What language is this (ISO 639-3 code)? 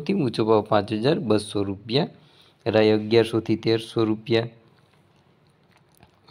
guj